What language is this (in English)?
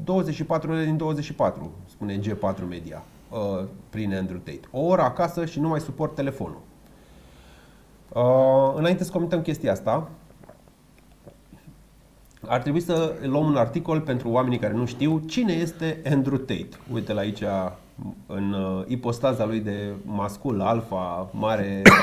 Romanian